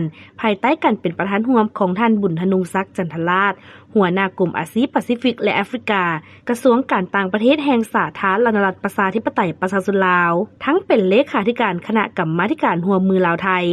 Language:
Lao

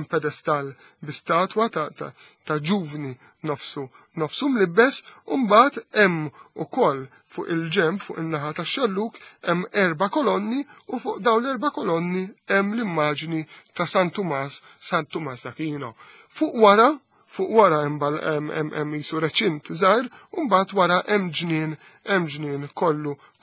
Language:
Maltese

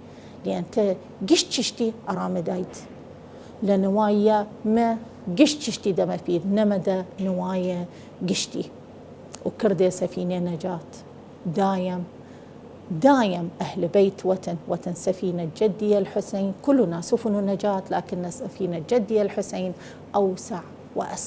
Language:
Southern Kurdish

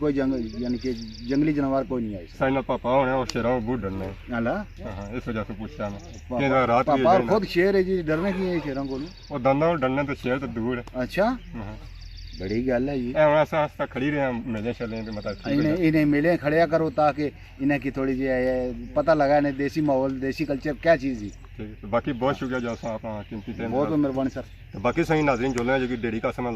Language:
Pahari-Potwari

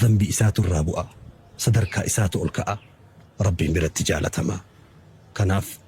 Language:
Oromo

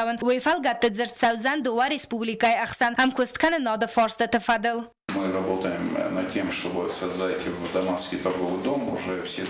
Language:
Ossetic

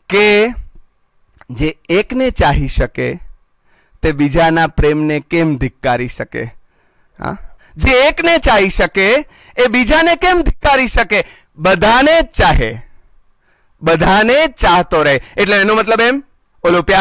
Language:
Gujarati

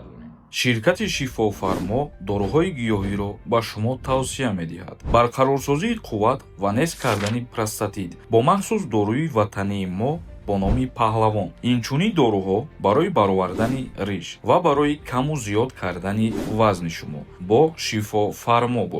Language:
Tajik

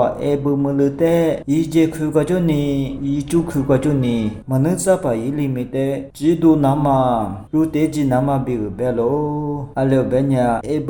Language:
Lisu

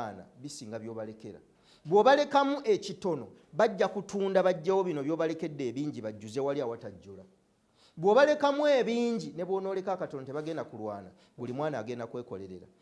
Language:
Ganda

